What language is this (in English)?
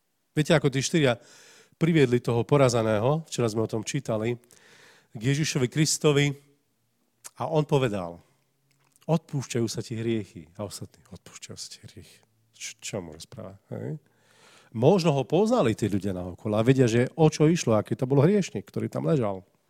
Slovak